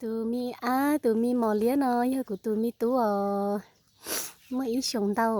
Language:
Hmong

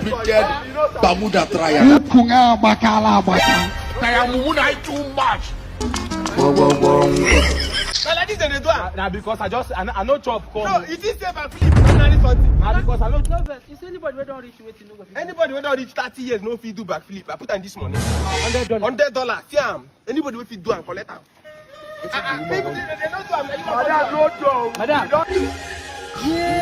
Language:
Nigerian Pidgin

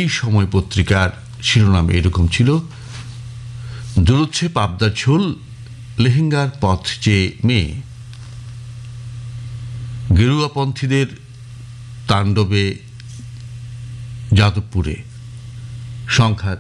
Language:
Bangla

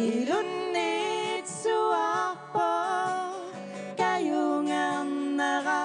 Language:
Kalaallisut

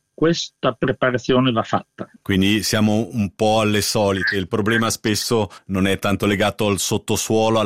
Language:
Italian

